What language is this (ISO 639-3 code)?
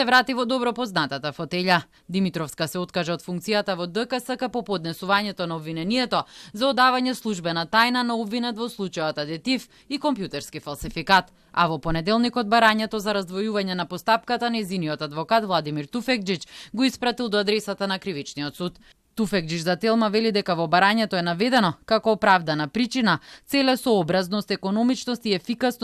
mkd